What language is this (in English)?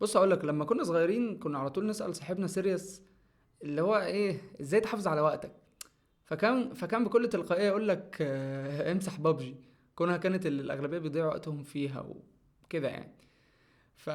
Egyptian Arabic